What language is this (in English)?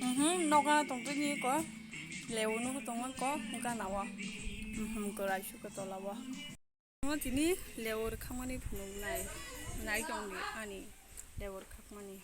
Kok Borok